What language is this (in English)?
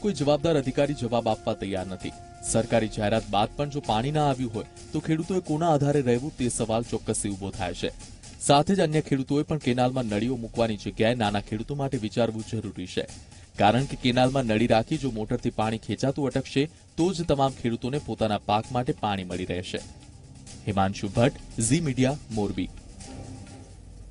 Gujarati